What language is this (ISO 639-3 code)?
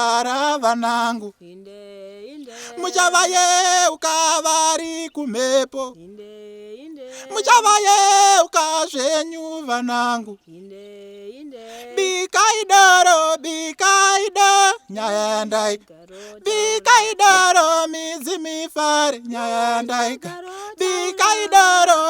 sna